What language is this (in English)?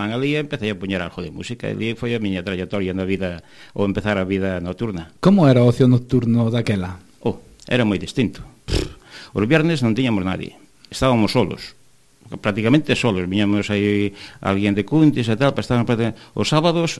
Galician